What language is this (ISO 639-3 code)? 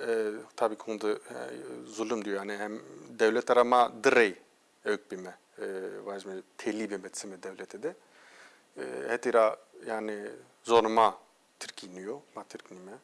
zza